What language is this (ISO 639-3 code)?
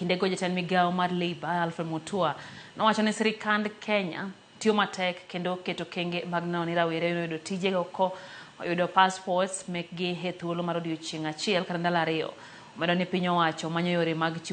luo